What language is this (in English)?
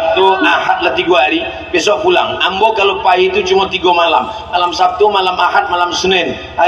Minangkabau